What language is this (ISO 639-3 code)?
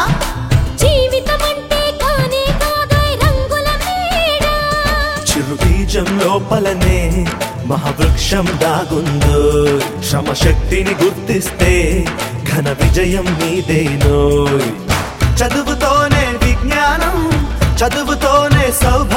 tel